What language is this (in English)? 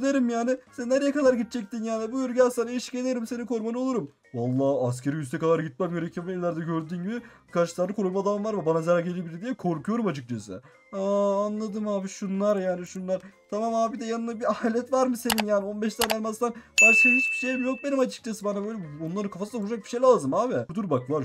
Turkish